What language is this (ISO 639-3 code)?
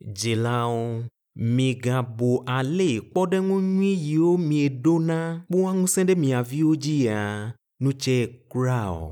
ewe